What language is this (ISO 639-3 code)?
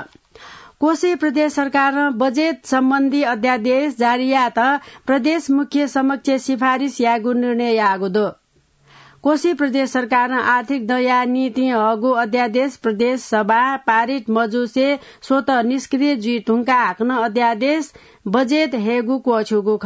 new